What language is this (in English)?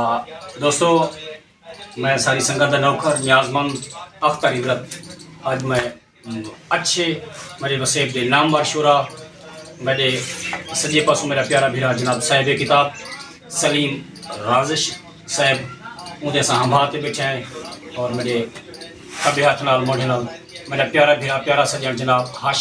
Saraiki